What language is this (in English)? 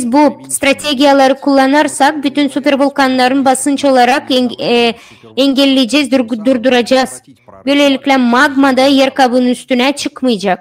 Gagauz